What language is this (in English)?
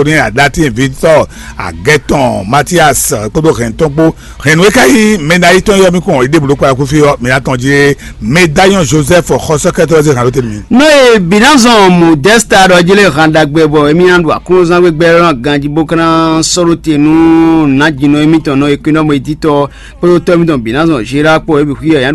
Fon